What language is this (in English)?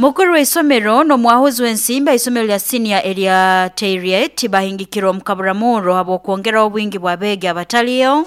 Nyoro